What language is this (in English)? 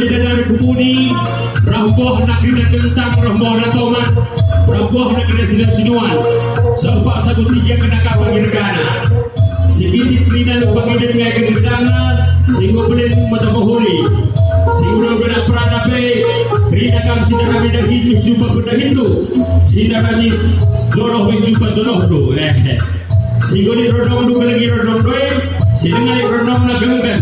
Batak Karo